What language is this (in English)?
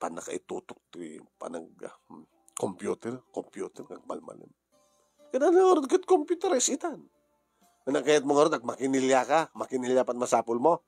Iloko